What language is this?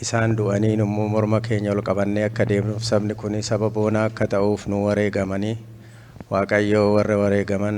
Oromo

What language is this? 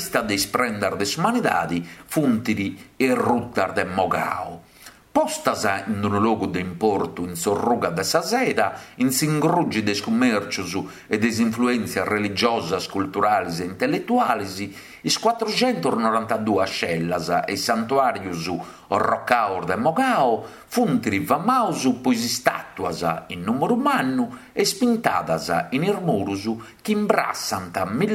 Sardinian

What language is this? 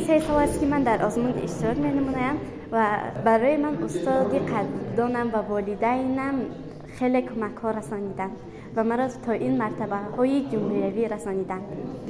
Tajik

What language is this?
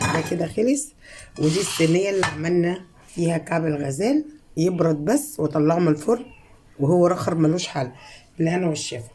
Egyptian Arabic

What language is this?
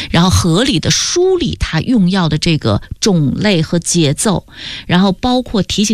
Chinese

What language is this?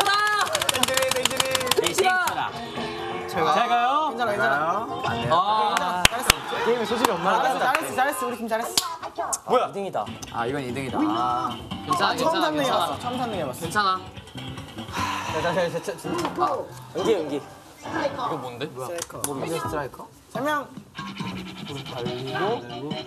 Korean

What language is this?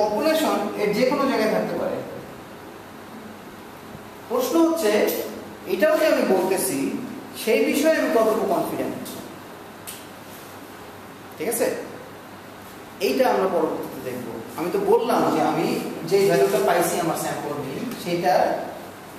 Bangla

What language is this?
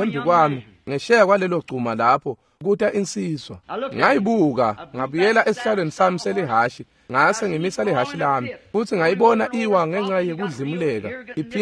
Swati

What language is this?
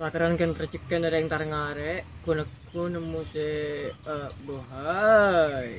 Madurese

